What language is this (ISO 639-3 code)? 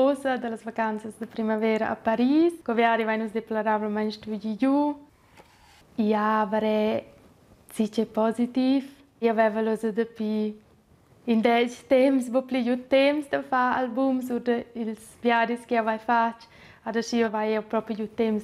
roh